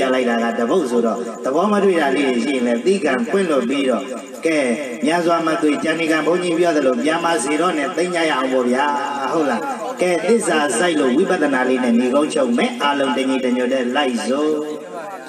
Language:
Burmese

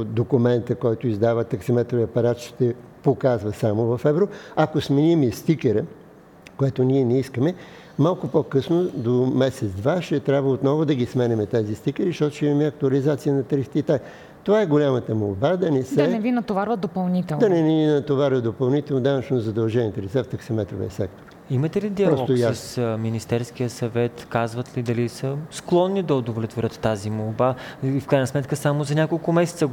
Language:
Bulgarian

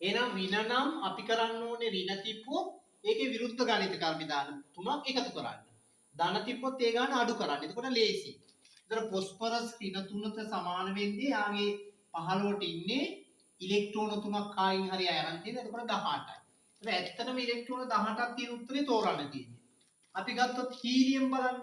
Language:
Sinhala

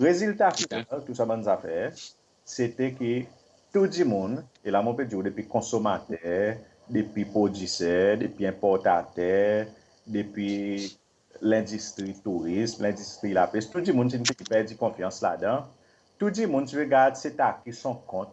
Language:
Seselwa Creole French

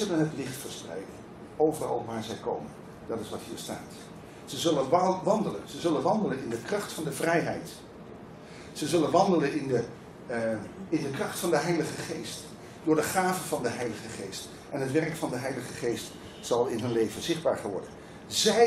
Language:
Dutch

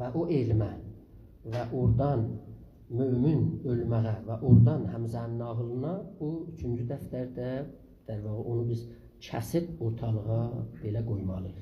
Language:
South Azerbaijani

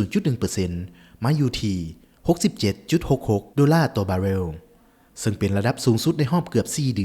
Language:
Lao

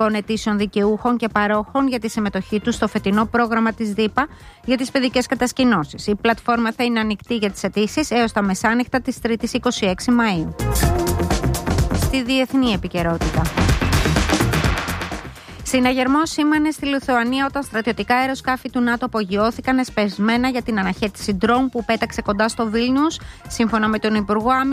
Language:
Greek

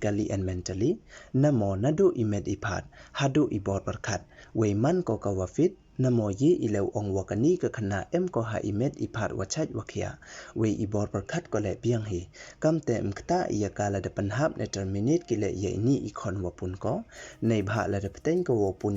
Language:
Pnar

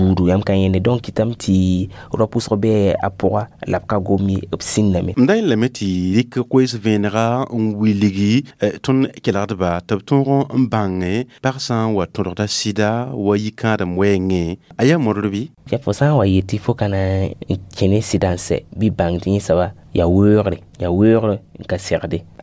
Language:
Mossi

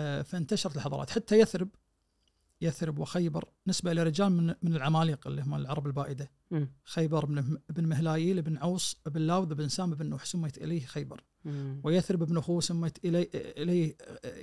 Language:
Najdi Arabic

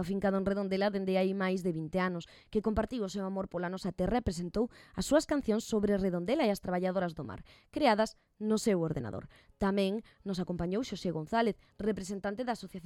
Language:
Galician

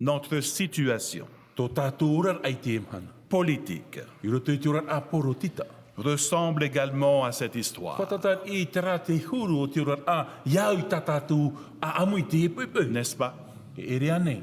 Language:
Tahitian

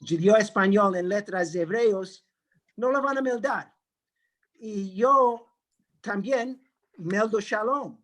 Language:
Ladino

